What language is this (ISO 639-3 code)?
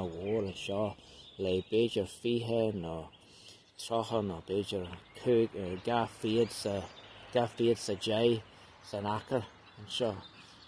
gle